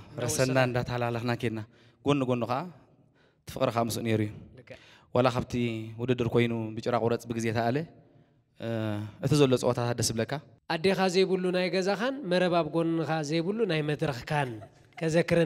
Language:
Tigrinya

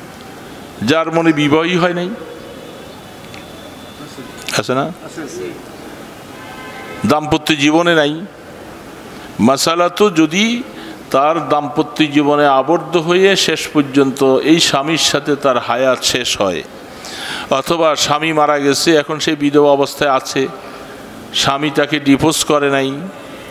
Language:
Bangla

